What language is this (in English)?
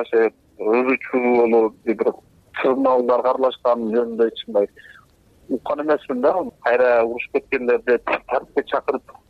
Kyrgyz